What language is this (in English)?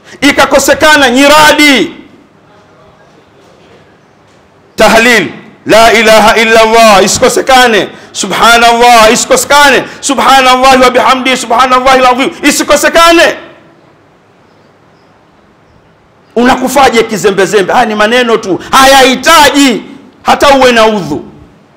Swahili